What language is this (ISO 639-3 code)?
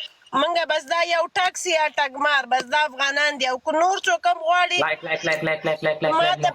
pus